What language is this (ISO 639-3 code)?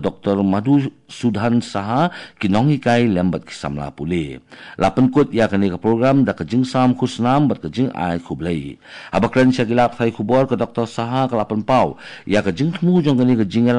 kha